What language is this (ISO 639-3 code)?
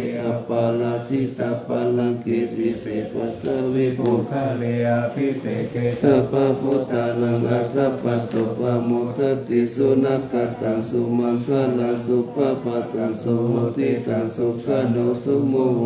pli